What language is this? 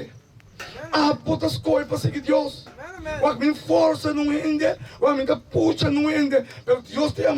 Papiamento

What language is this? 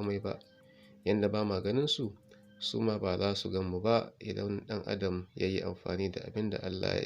Hausa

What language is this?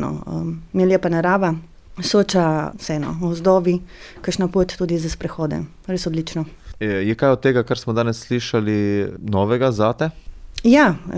Slovenian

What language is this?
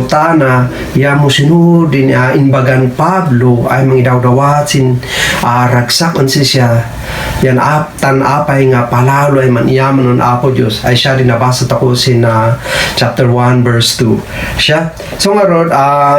Kankanaey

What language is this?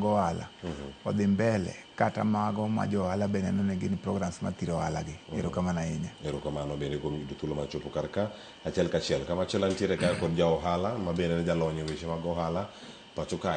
Luo (Kenya and Tanzania)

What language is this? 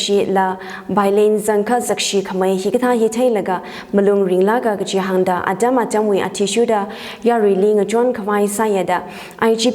Tangkhul Naga (India)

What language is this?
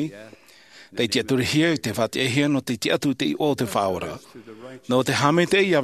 Tahitian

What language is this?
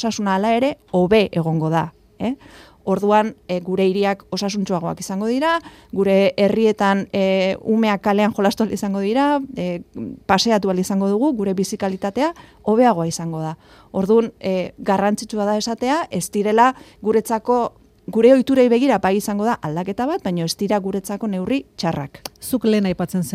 Basque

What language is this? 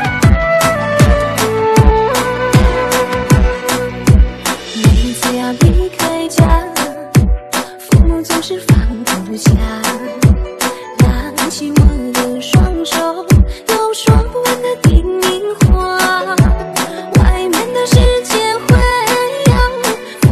Chinese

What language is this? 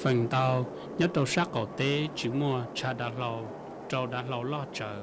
Hmong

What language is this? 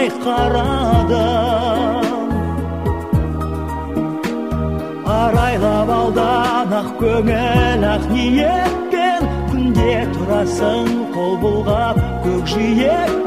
Kazakh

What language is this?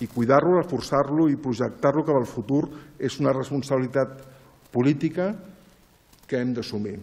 Catalan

